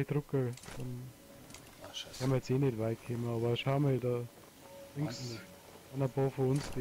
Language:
Bavarian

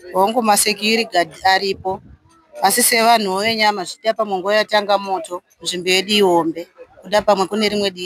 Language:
Shona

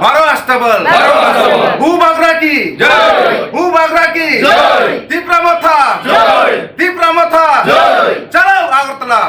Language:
Kok Borok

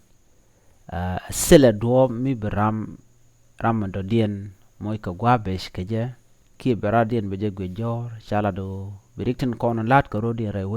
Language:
Nuer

